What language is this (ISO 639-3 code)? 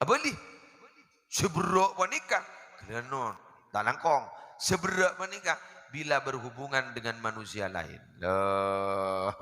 mad